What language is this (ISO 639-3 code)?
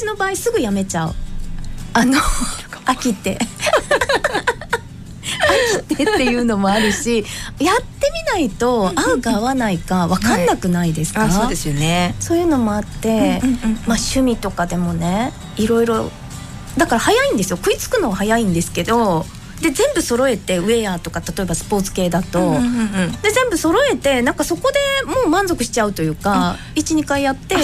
jpn